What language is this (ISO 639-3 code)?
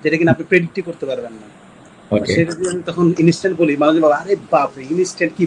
ben